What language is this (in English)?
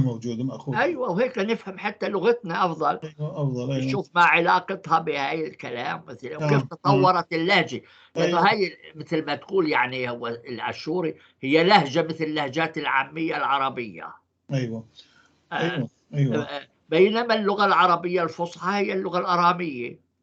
North Levantine Arabic